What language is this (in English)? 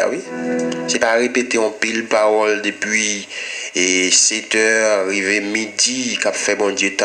Haitian Creole